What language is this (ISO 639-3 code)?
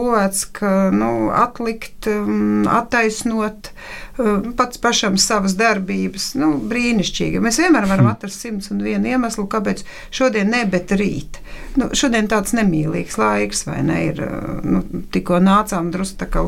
lav